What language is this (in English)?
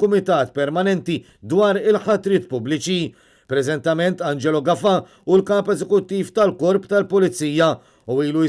Maltese